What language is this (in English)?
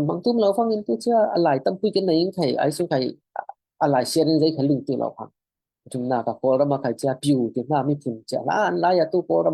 Falam Chin